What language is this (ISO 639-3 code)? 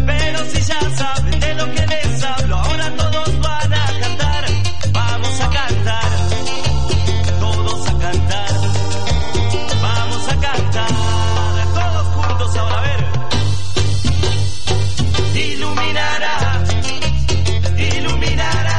spa